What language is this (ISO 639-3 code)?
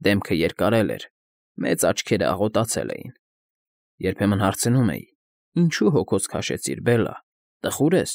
hye